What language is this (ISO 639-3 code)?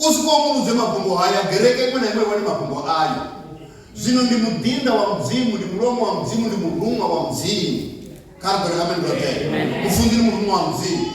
ven